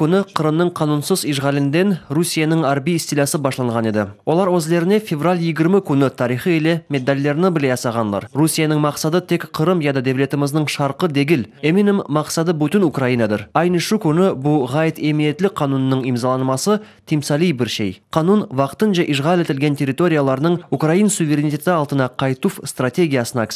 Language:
Crimean Tatar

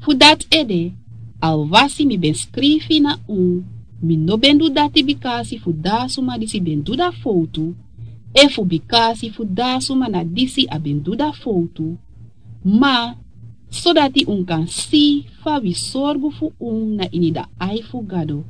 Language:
Sranan Tongo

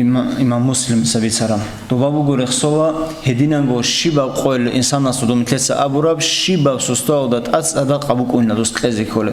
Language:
Avaric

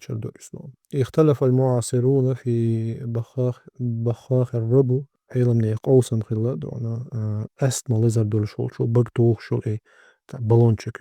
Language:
Chechen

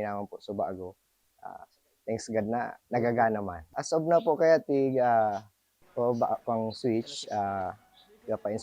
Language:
Bikol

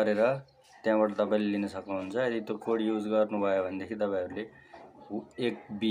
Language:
Nepali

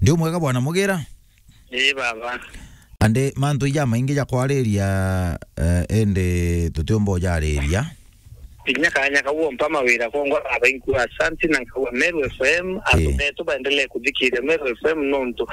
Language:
Meru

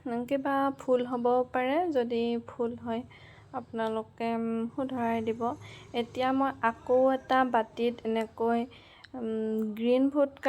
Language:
Assamese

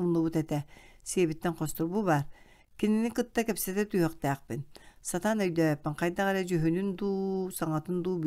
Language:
Yakut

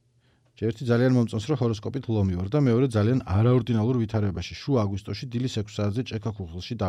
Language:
Georgian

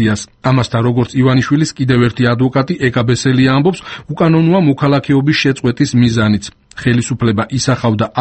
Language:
Georgian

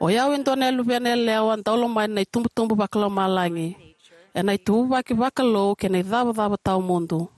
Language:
Fijian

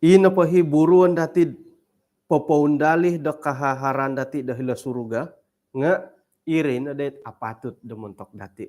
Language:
Central Dusun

